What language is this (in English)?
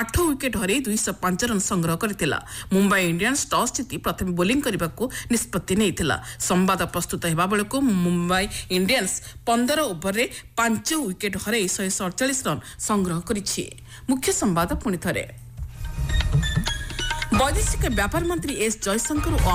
Odia